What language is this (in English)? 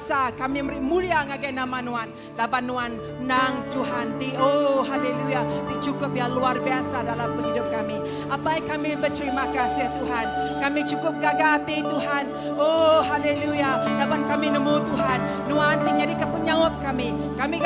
Iban